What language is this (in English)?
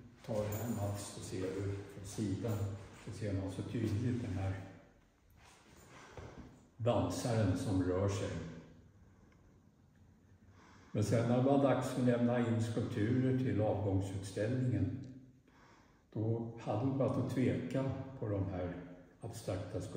Swedish